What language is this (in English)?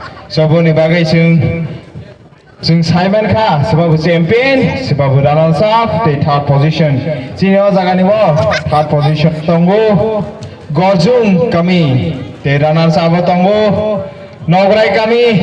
Kok Borok